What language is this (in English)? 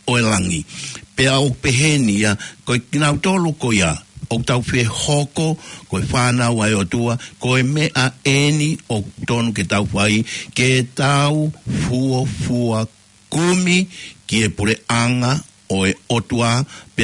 Tongan